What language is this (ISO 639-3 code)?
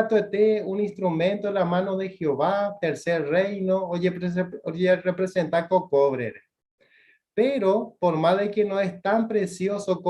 grn